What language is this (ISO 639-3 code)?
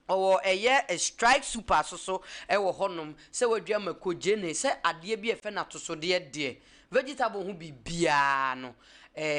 aka